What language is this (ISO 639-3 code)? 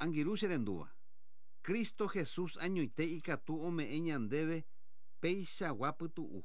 grn